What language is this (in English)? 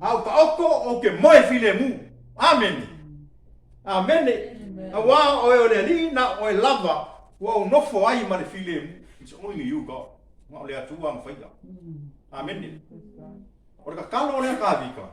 Samoan